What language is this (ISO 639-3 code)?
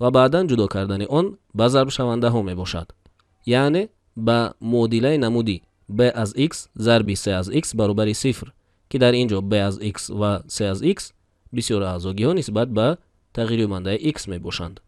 tgk